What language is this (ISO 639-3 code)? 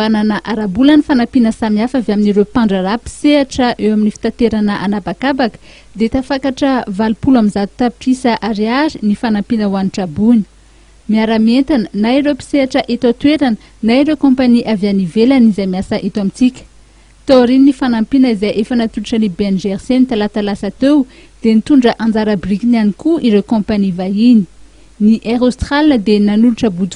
mlg